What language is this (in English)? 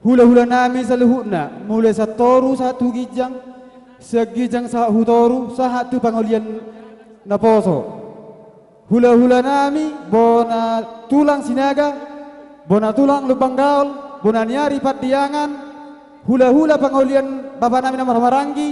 Batak Toba